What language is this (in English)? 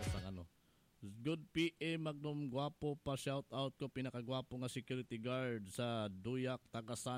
Cebuano